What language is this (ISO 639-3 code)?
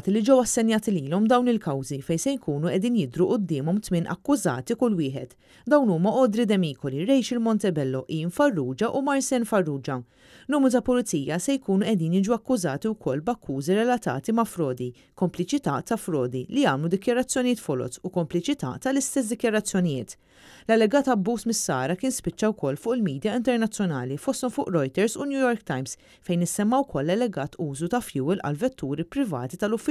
mlt